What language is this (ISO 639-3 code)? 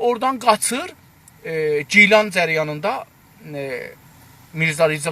azb